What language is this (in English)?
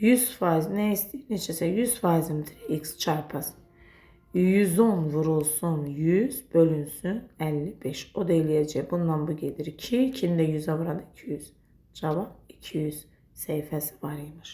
Azerbaijani